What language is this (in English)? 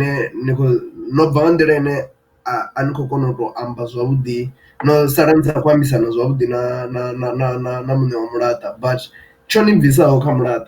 Venda